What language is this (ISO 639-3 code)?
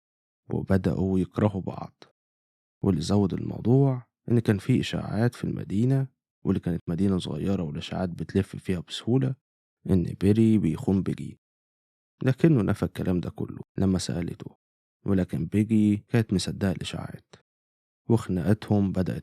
arz